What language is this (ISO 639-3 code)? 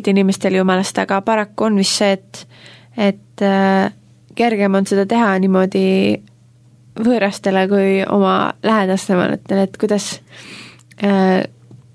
est